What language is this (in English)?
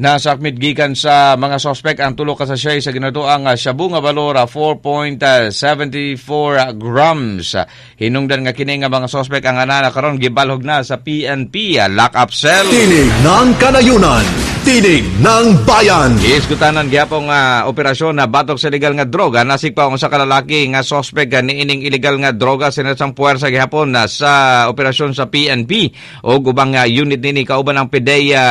Cebuano